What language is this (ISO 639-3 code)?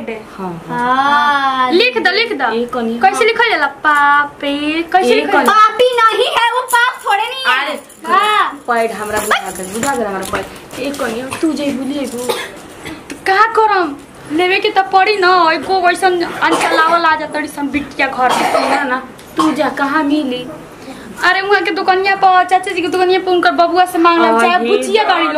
bho